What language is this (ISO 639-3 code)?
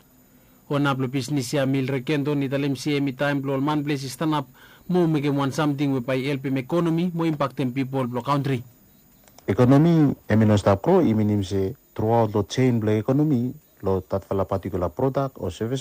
bis